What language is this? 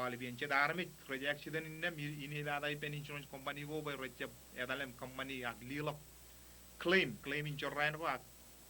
Marshallese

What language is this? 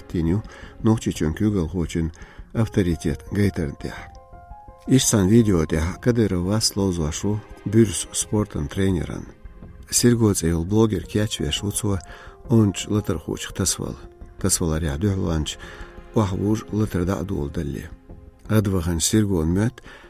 Chechen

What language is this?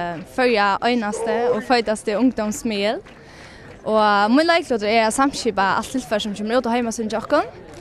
Faroese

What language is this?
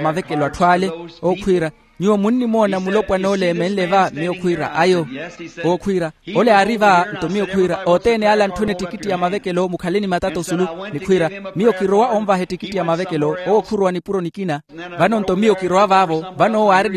Makhuwa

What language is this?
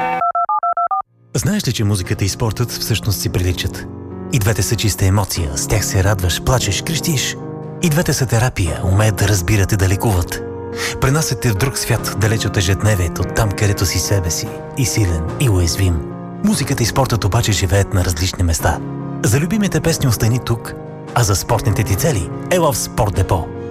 Bulgarian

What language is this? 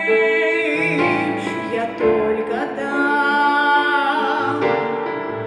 Russian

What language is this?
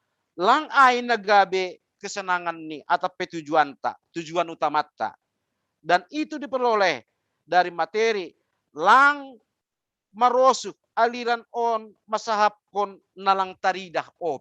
Batak Simalungun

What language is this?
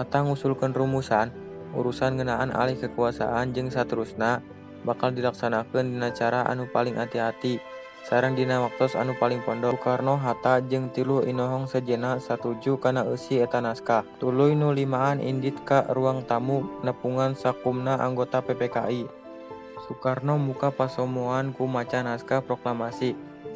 Sundanese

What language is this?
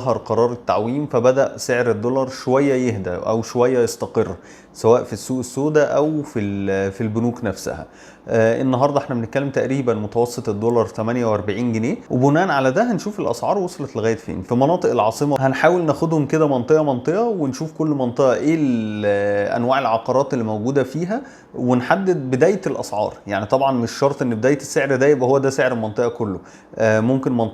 Egyptian Arabic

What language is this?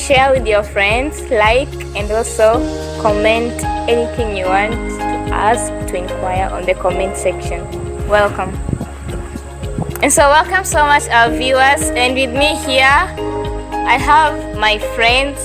Swahili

